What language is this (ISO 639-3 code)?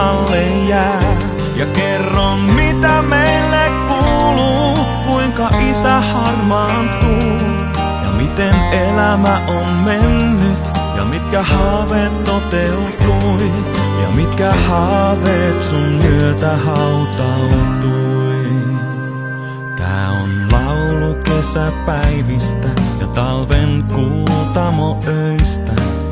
fin